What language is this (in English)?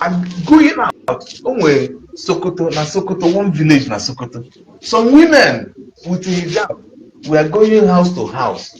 Igbo